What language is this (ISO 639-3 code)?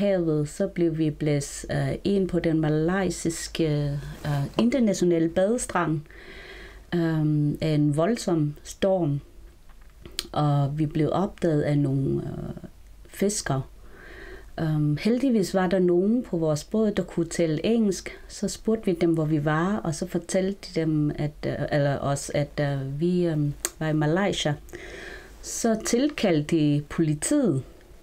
dan